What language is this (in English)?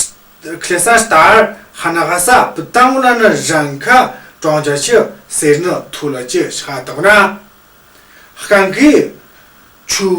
Tu